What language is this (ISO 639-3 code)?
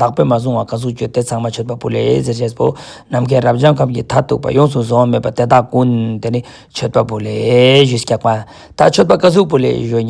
lbj